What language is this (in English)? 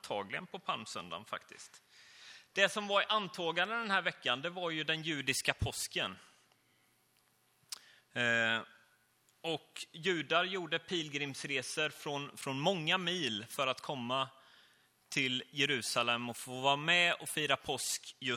Swedish